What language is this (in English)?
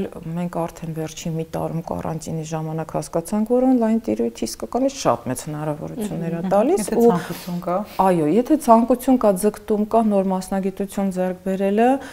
Armenian